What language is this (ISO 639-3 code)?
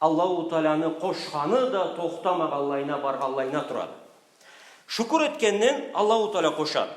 krc